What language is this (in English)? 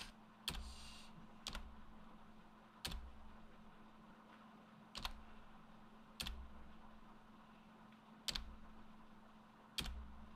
Japanese